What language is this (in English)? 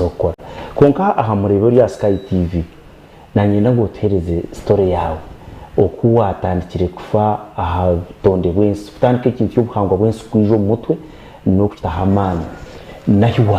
Nyankole